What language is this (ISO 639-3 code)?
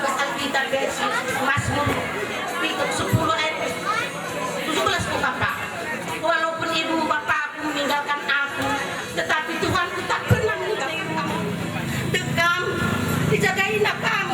btx